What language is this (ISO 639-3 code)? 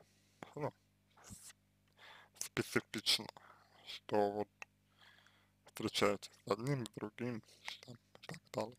rus